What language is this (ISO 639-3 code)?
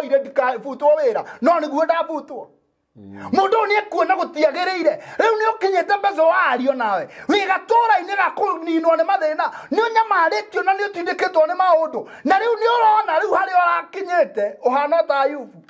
kik